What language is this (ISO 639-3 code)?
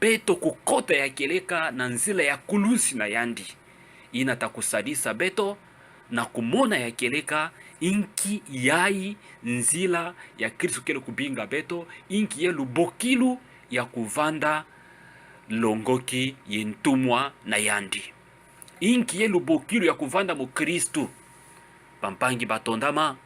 ktu